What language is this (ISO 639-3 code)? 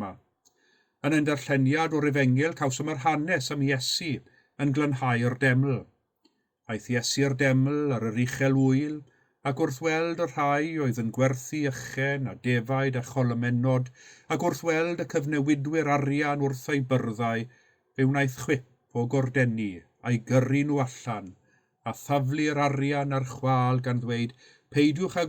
cym